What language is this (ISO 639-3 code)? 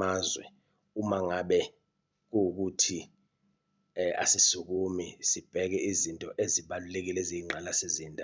zul